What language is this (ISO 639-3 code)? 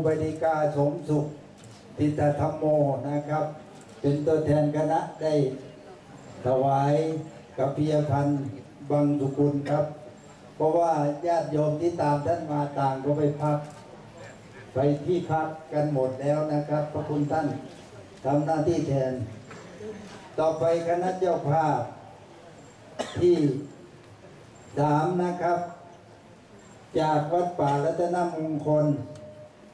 tha